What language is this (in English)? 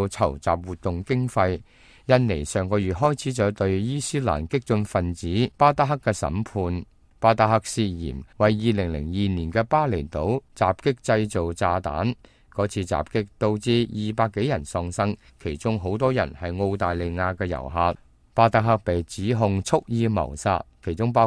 Cantonese